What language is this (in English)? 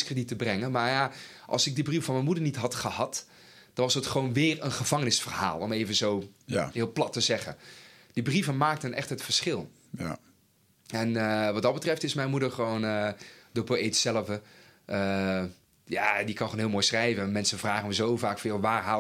Dutch